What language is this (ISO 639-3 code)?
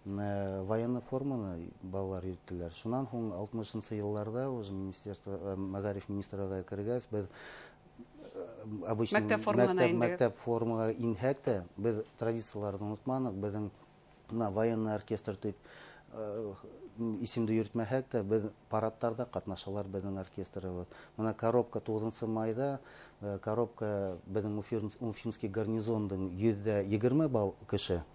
bak